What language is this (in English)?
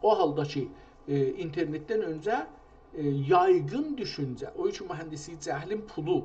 South Azerbaijani